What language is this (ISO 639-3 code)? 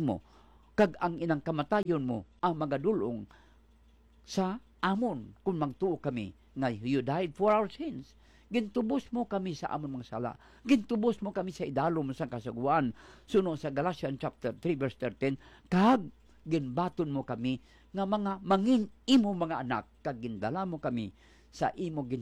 hil